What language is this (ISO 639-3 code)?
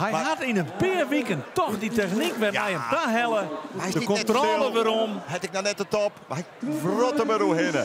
fry